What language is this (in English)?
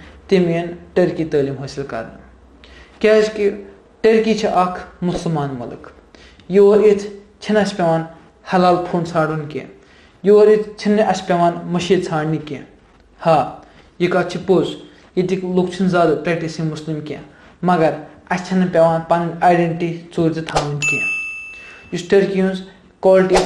Kashmiri